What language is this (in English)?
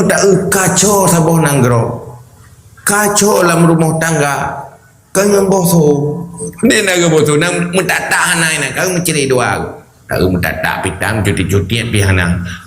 Achinese